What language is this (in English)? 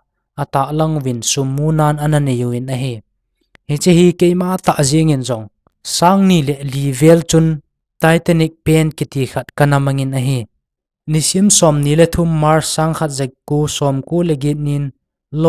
Thado Chin